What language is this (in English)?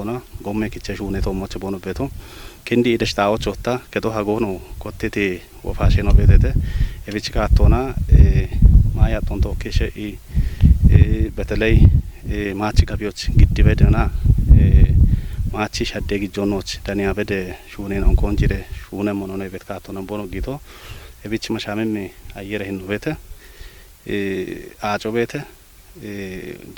Kafa